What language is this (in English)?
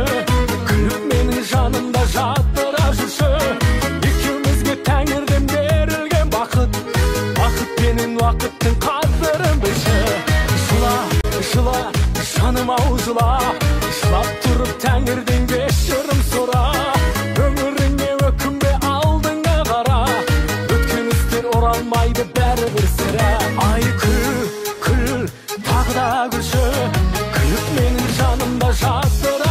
Kazakh